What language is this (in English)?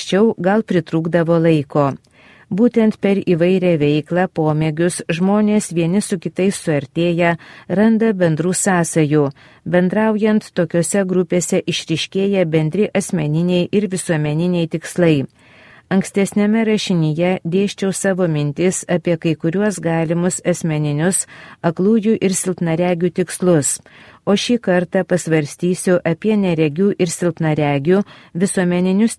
Lithuanian